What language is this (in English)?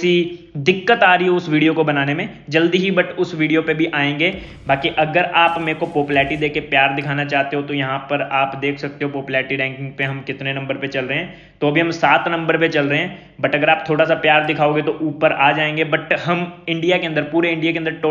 Hindi